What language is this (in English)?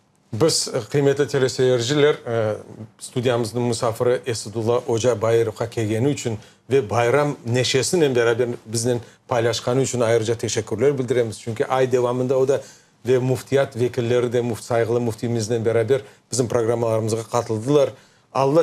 Crimean Tatar